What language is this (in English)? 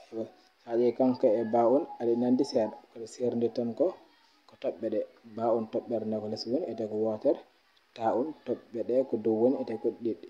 Fula